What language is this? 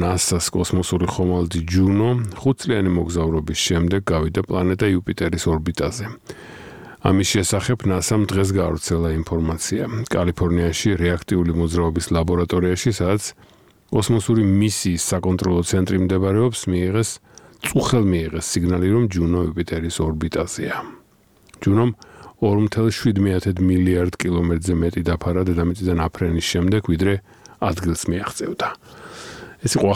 Georgian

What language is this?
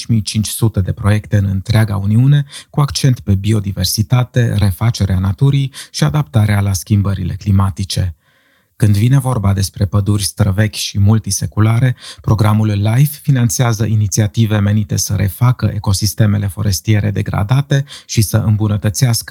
Romanian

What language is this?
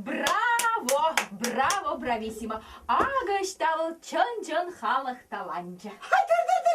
Chuvash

